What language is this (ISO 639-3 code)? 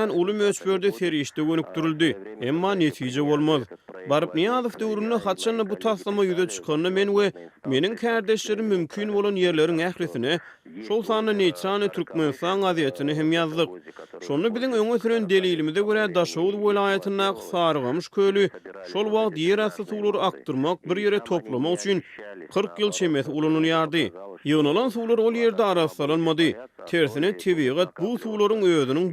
tuk